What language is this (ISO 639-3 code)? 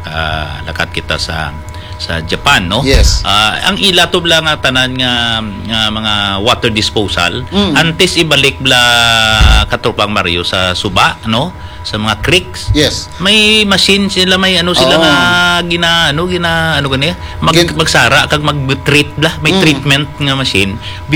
hil